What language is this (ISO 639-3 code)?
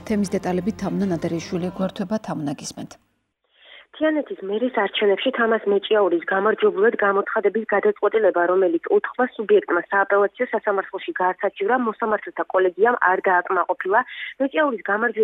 kat